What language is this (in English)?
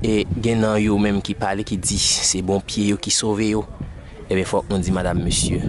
Haitian Creole